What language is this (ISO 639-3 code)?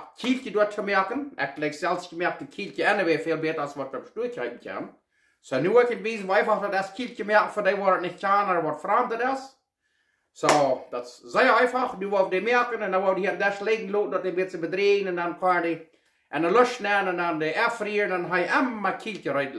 pdt